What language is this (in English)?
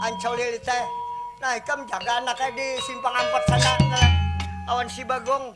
Banjar